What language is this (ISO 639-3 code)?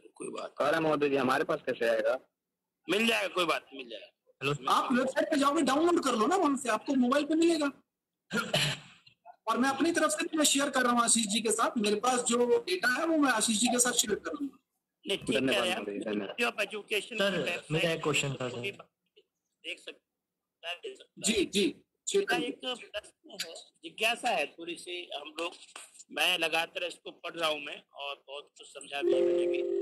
hin